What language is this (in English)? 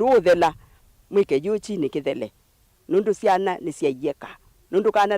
Kamba